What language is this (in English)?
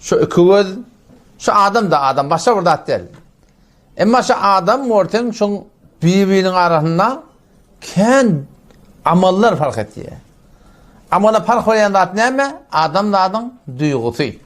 Turkmen